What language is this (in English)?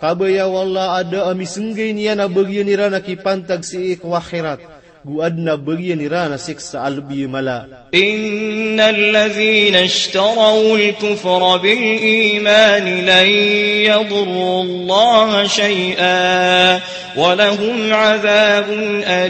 Maranao